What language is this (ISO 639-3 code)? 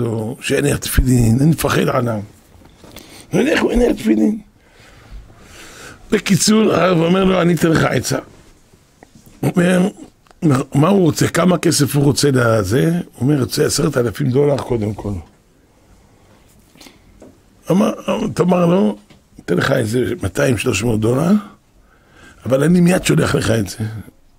heb